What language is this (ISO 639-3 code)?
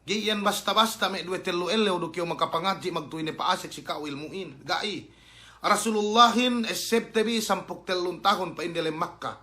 yka